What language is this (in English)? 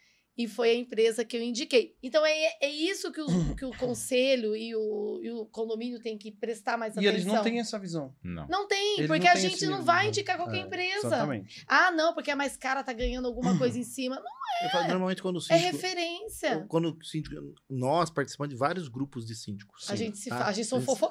Portuguese